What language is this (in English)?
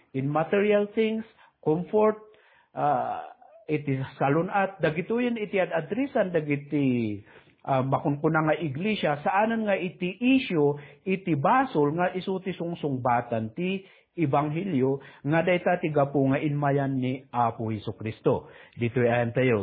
Iloko